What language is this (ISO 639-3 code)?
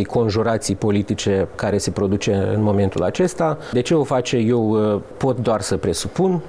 ron